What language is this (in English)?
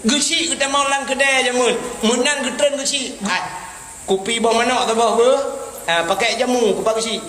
Achinese